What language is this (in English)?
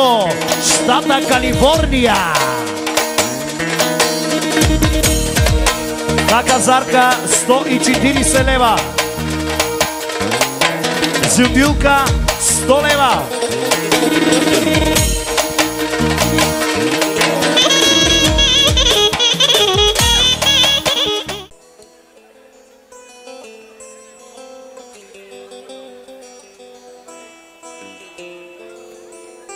Bulgarian